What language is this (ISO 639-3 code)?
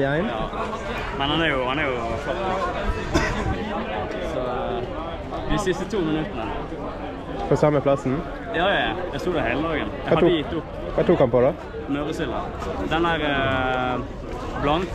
nor